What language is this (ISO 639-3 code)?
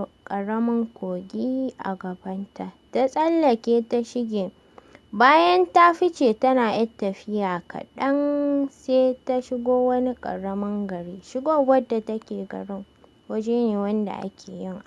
hau